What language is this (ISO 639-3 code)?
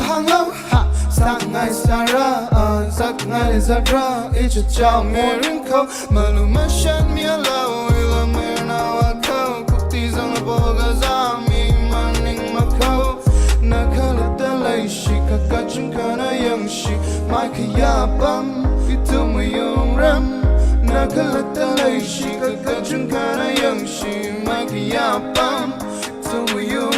nmf